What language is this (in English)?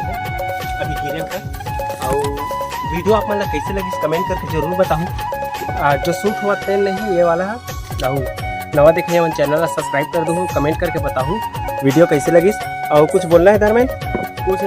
Chhattisgarhi